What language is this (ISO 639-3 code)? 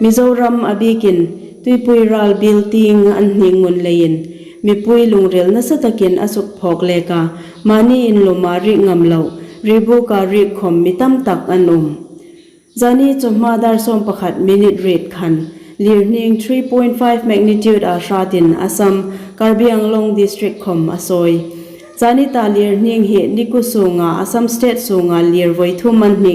hmr